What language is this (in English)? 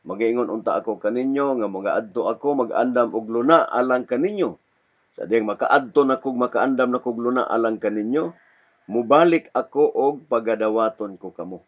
Cebuano